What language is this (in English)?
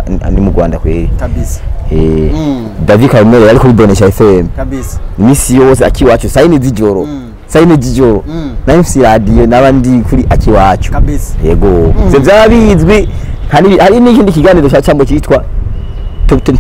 Rundi